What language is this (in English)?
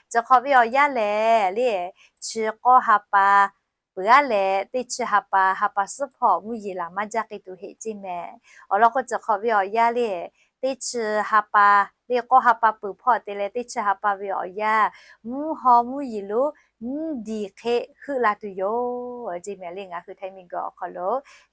Lahu